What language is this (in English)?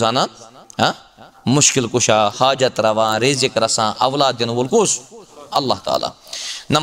Kashmiri